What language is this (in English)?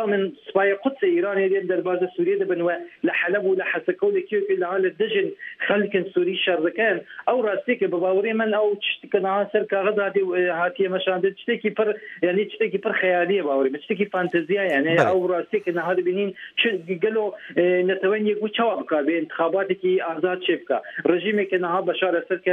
Kurdish